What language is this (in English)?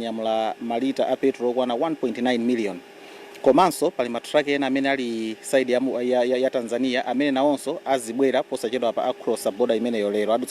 Nyanja